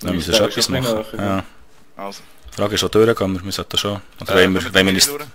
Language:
Swiss German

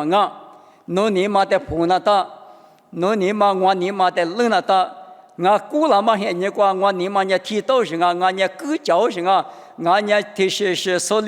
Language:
Lisu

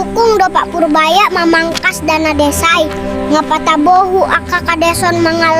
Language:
Batak Toba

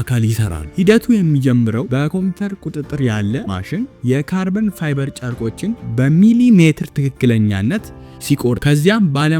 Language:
Amharic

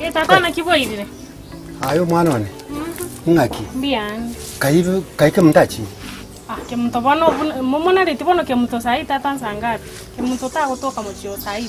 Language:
Gusii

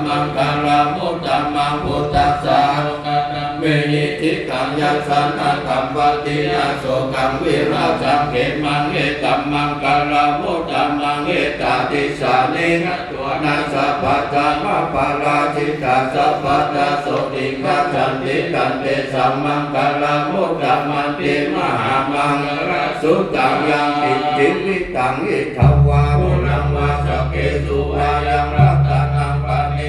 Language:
Pali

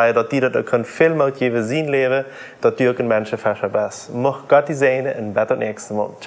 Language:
Plautdietsch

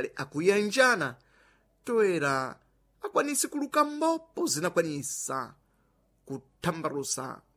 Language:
Sena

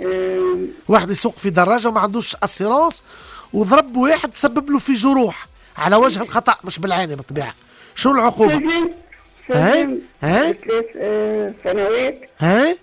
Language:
Tunisian Arabic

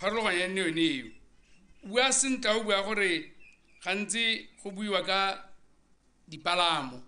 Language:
Tswana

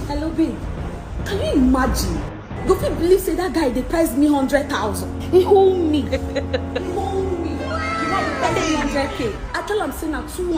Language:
Nigerian Pidgin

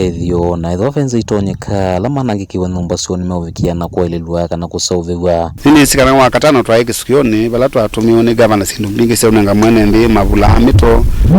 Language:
Kamba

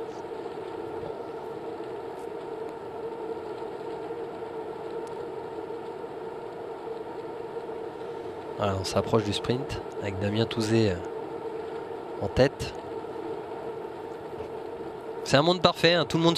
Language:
French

